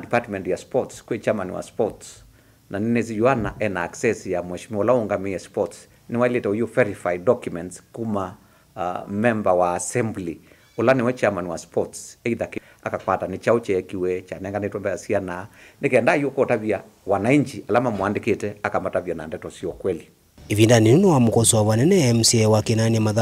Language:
Kamba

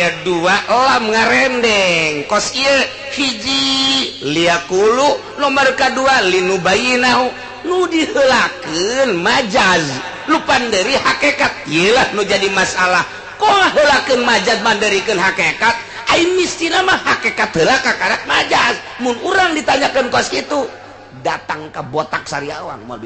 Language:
Sundanese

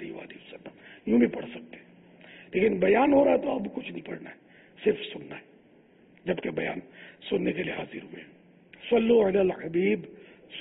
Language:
Urdu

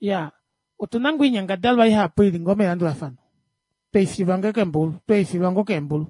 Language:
Kuanyama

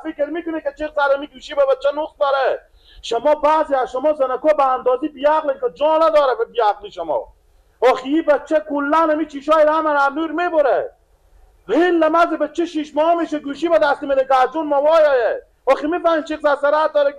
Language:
Persian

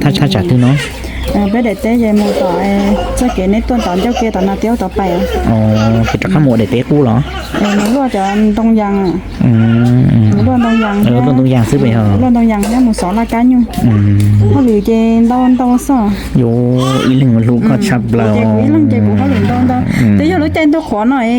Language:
Hmong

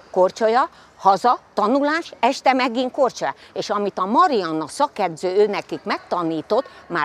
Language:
Hungarian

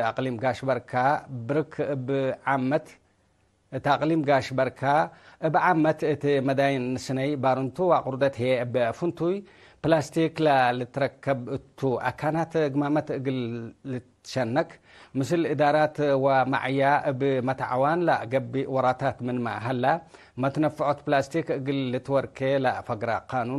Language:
Tigre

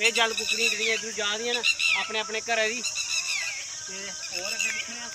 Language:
Dogri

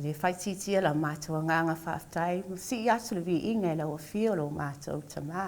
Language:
Samoan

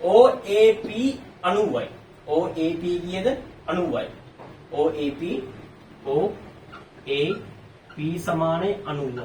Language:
Sinhala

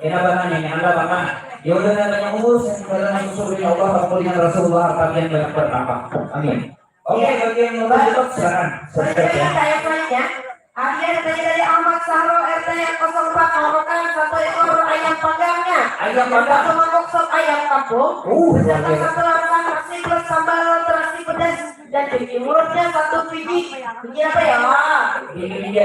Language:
Banjar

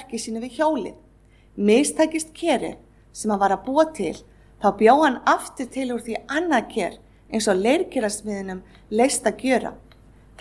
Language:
Icelandic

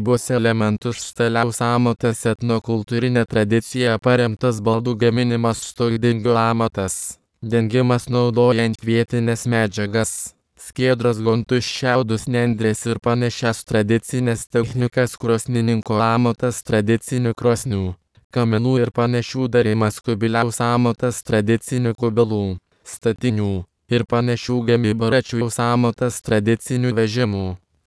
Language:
Lithuanian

